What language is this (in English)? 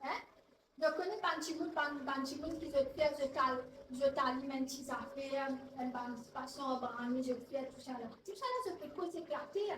Morisyen